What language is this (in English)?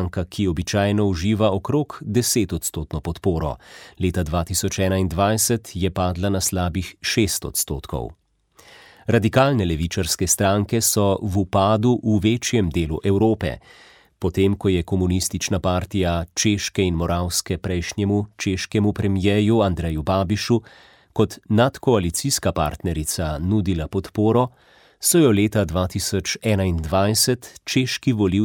Slovenian